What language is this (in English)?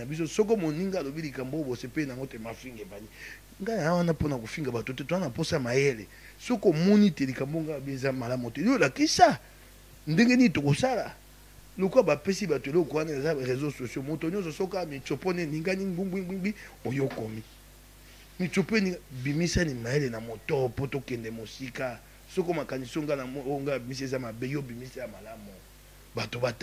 Lingala